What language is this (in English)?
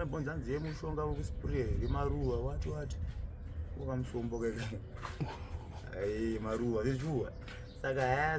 Shona